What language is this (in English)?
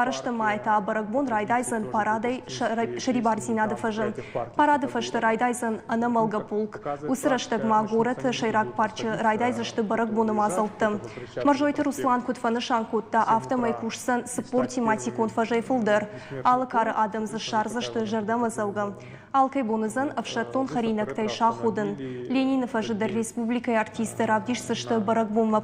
Ossetic